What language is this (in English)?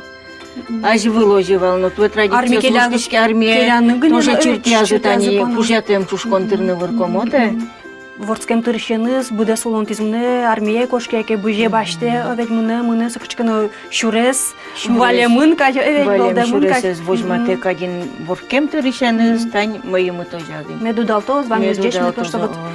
Udmurt